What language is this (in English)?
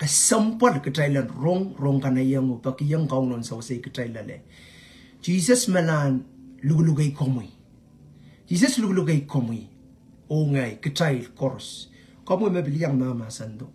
Pohnpeian